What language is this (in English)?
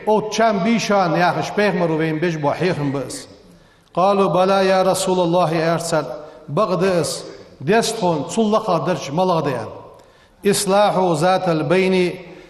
Ingush